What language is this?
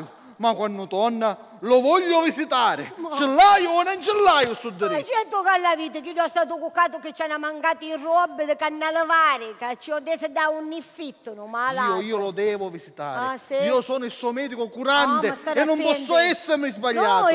Sicilian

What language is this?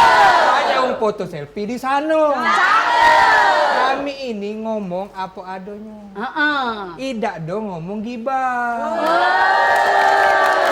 Musi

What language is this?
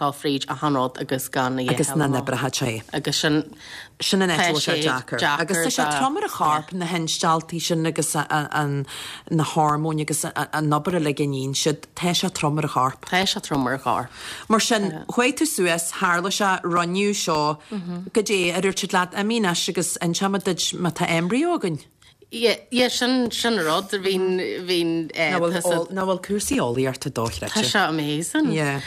Irish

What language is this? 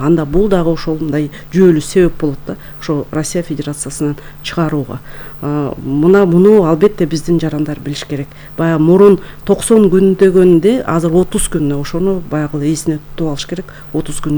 Kyrgyz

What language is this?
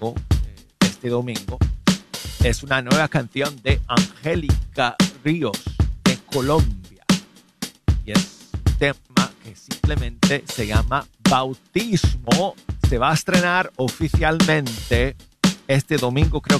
Spanish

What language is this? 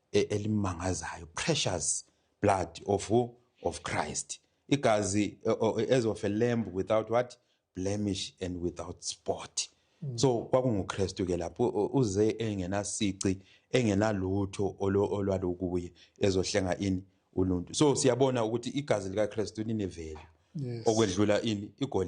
Zulu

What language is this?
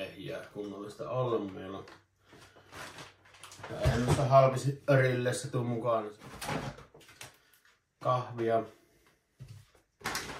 Finnish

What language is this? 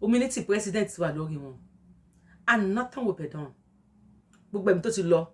Yoruba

